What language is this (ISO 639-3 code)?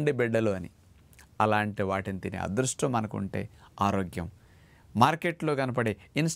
tel